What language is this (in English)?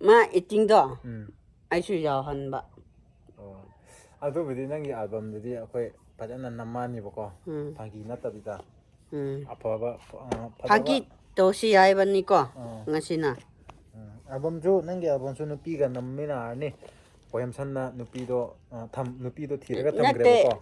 Manipuri